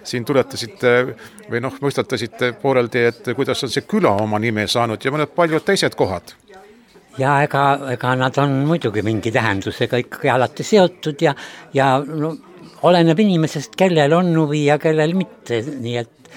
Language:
Estonian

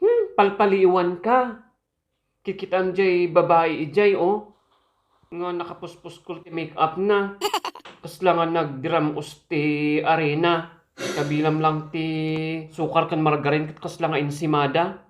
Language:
Iloko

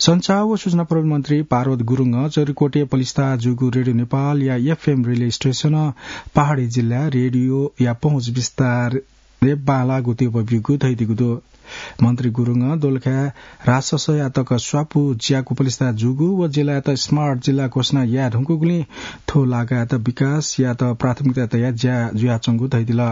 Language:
Newari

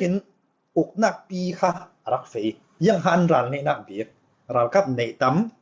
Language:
Falam Chin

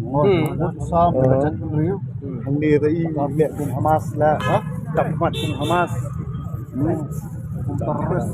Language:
Khasi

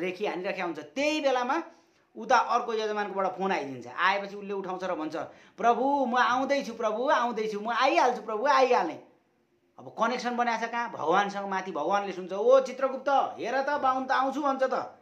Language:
Nepali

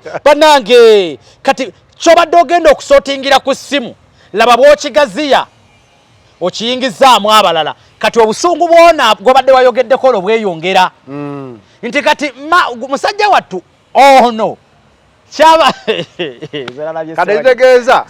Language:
Ganda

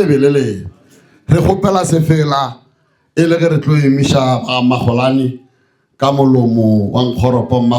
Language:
Northern Sotho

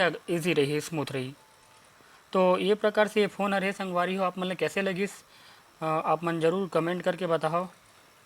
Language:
Chhattisgarhi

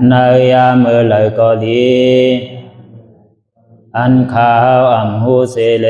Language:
Shan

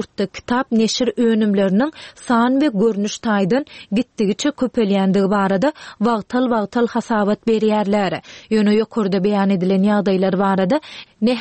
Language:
Turkmen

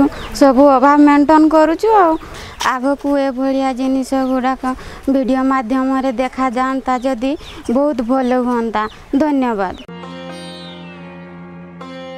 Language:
Odia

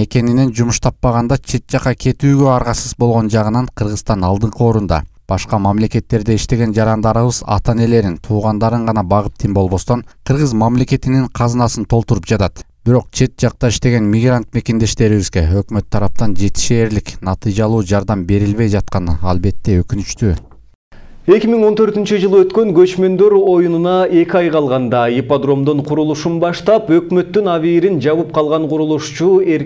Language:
Kyrgyz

